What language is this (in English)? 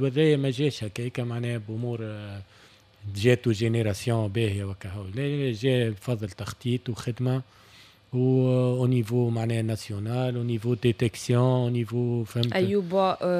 Tunisian Arabic